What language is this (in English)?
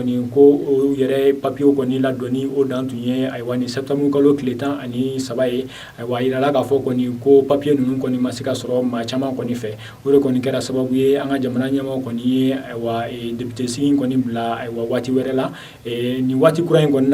Bambara